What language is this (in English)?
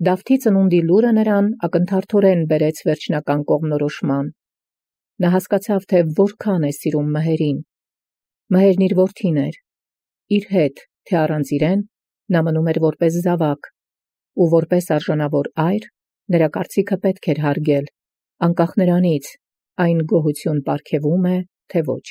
Armenian